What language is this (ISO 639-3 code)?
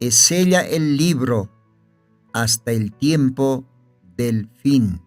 aym